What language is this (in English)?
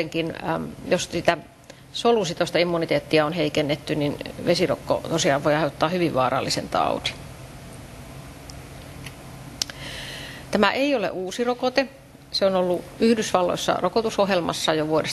Finnish